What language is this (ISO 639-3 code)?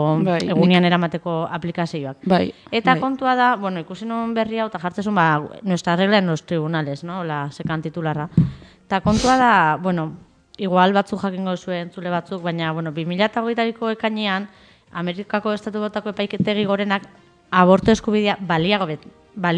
eus